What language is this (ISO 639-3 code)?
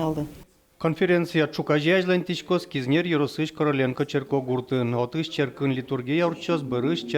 udm